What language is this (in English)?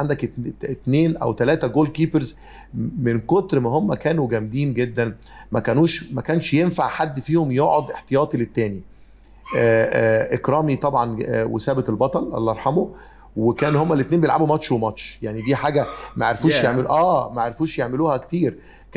Egyptian Arabic